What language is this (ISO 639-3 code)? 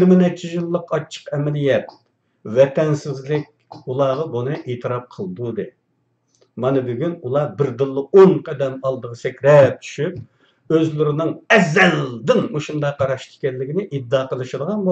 uig